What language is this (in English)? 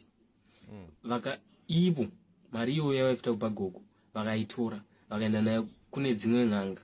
Shona